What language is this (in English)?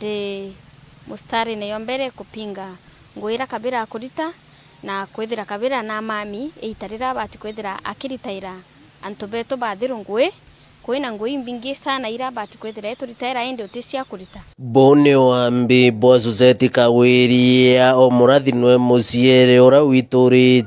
Meru